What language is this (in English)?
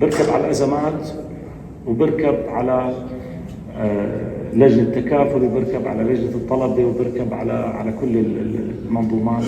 North Levantine Arabic